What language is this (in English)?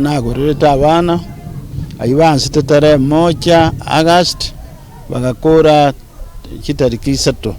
Gusii